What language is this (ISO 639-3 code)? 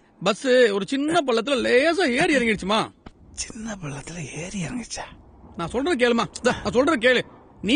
tam